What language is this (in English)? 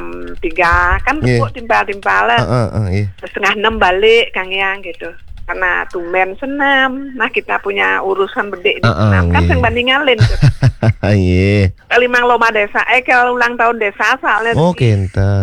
Balinese